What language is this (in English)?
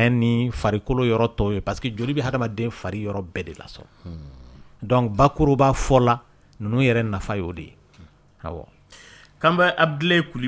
Dyula